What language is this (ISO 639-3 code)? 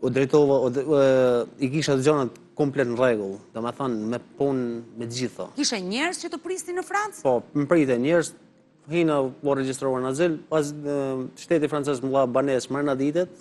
sqi